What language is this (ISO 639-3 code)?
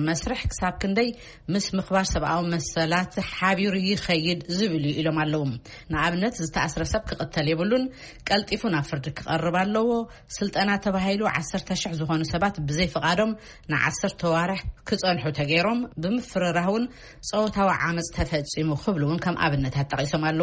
tir